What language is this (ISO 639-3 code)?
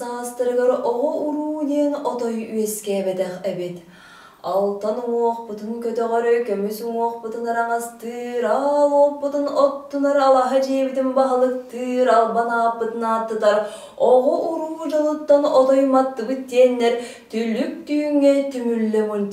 sah